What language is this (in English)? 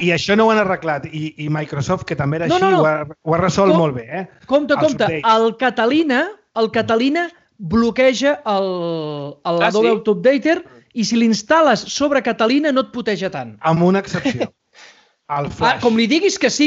Catalan